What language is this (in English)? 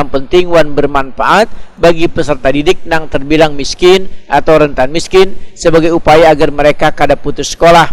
Banjar